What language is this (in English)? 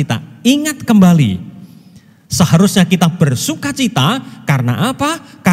Indonesian